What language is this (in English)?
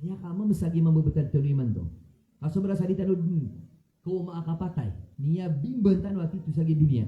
Maranao